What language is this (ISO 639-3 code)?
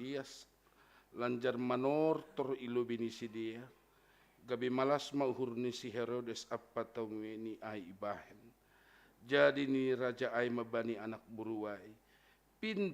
bts